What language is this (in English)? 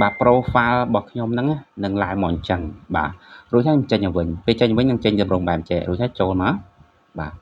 Khmer